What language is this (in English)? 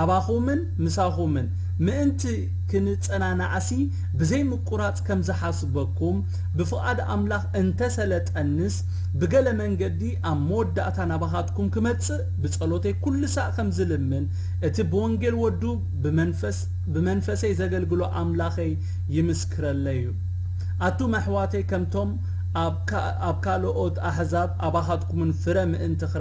Tigrinya